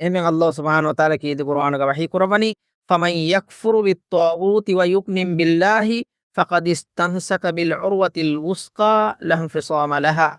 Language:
Divehi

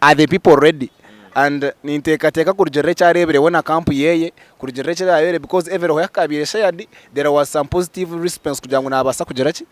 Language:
Nyankole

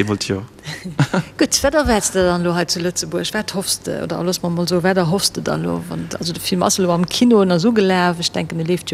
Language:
Luxembourgish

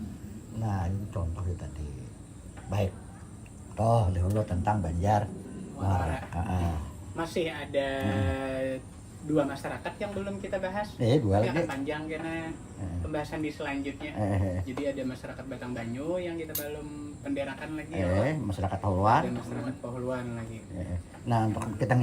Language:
Banjar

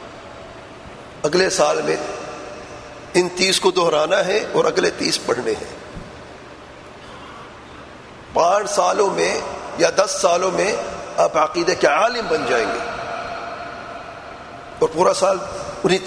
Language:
Urdu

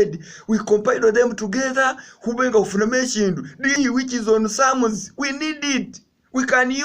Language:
Masaaba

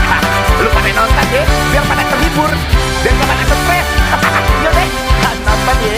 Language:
Betawi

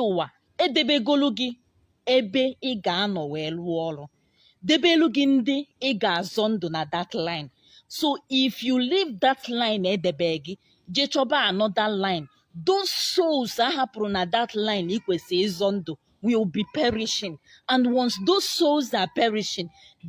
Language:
Igbo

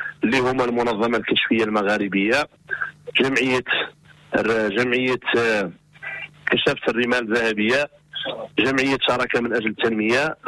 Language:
Moroccan Arabic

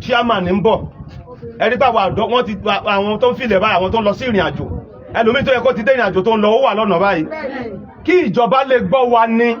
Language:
Yoruba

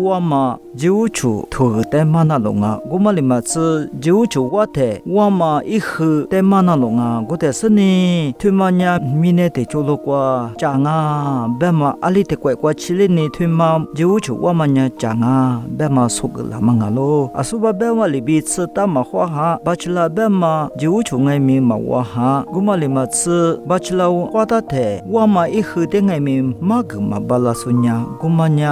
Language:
Lisu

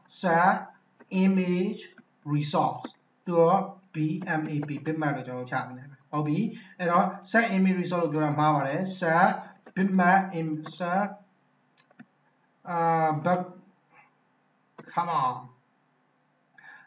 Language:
Burmese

